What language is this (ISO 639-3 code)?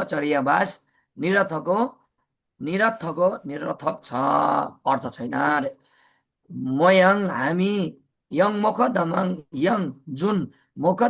nep